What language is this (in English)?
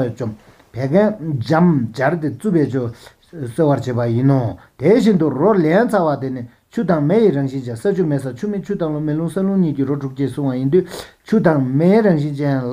Tibetan